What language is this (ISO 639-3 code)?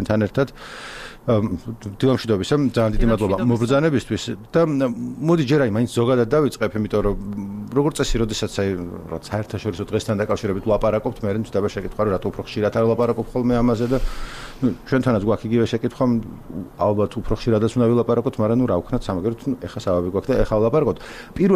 kat